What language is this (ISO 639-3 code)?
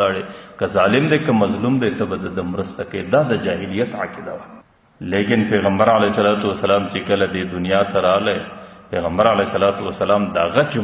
pus